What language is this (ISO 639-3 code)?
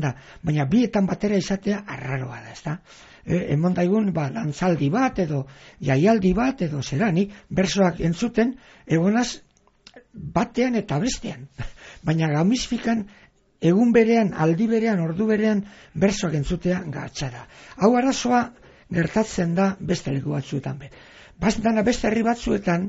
eus